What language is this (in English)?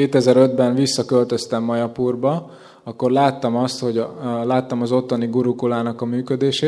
Hungarian